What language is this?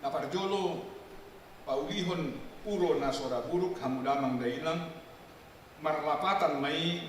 Batak Toba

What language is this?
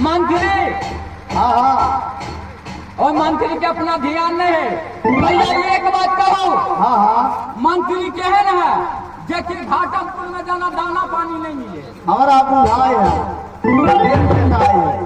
Maithili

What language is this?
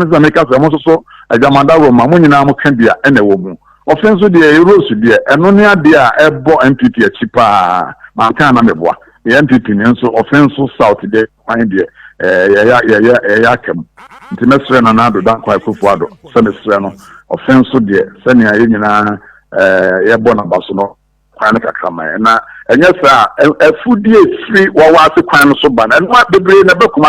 Akan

